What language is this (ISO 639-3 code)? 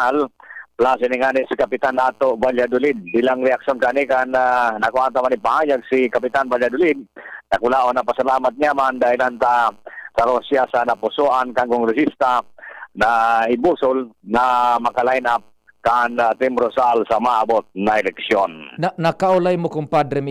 bik